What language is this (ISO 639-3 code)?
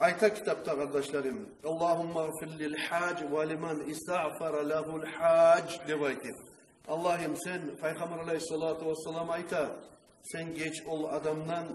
kum